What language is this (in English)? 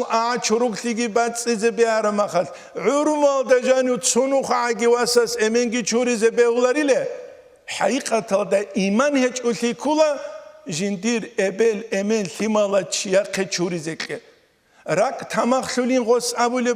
Avaric